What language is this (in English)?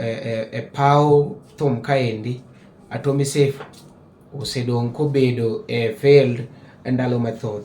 Luo (Kenya and Tanzania)